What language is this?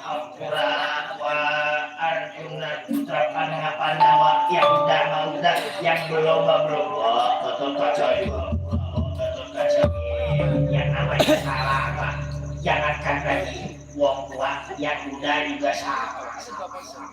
Betawi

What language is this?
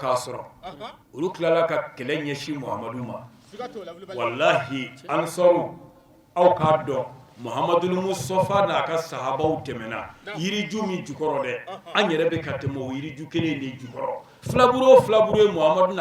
Bambara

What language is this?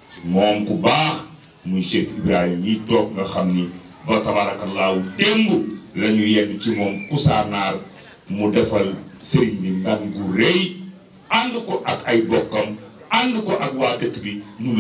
Wolof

